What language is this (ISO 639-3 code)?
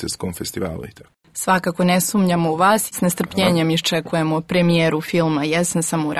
srp